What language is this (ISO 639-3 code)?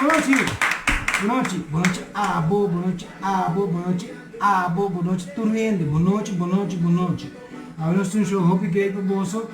pap